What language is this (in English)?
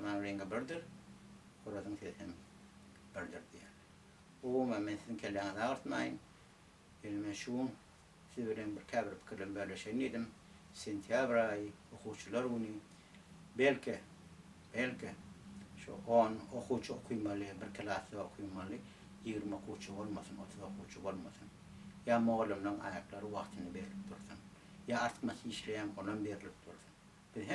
Turkmen